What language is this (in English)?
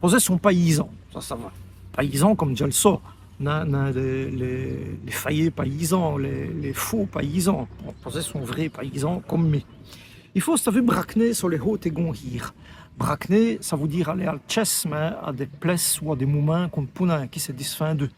Walloon